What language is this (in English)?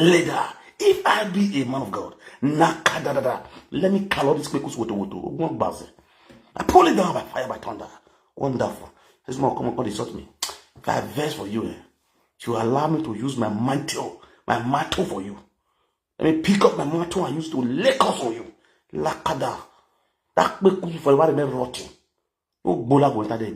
Nigerian Pidgin